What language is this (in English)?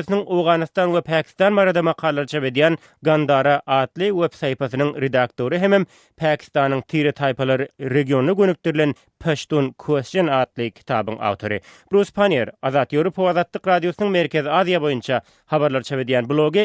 Turkmen